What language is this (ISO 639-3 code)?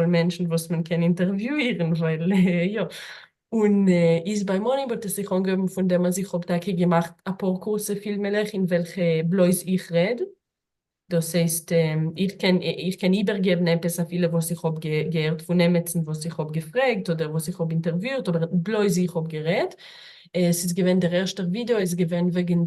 yid